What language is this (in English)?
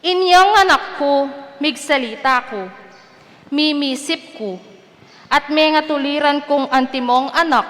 Pampanga